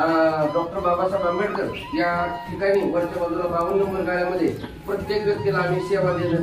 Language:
Marathi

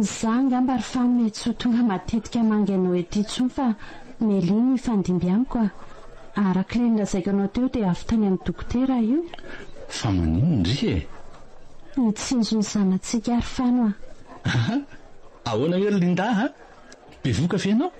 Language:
Malagasy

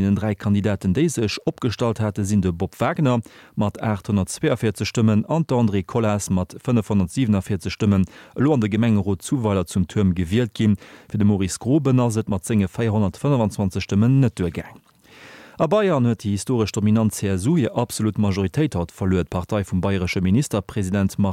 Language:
Luxembourgish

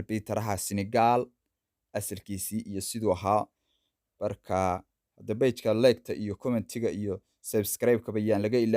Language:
Somali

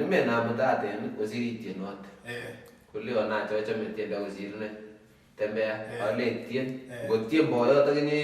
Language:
Kalenjin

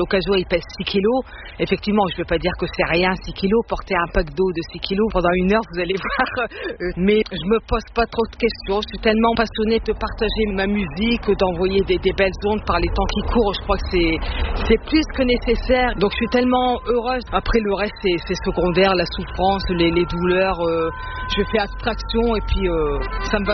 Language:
French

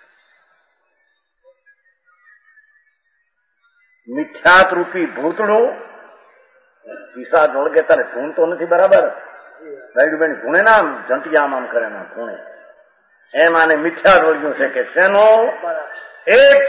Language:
Gujarati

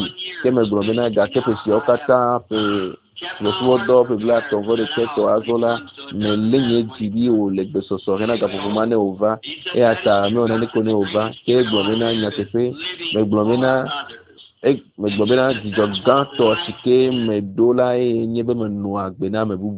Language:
Ewe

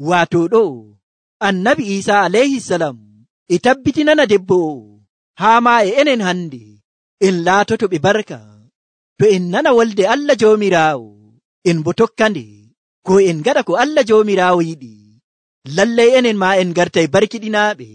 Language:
Nigerian Fulfulde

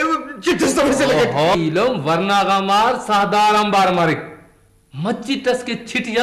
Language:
Brahui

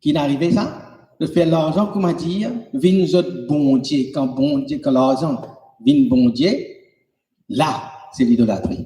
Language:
Morisyen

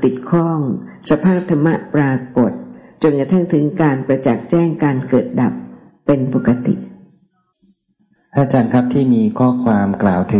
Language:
Thai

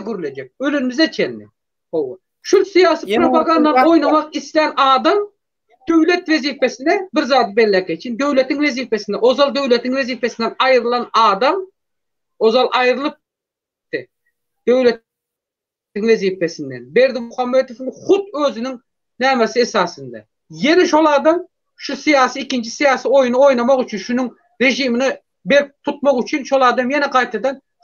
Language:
Turkmen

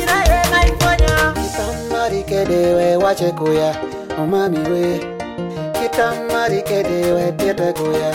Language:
Swahili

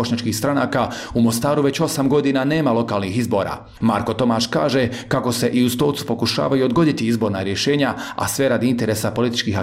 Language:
Croatian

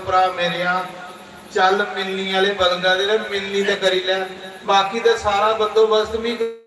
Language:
Dogri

